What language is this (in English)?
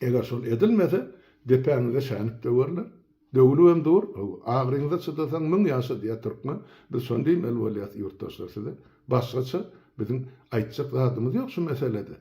Turkmen